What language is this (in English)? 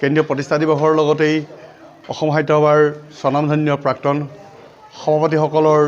Assamese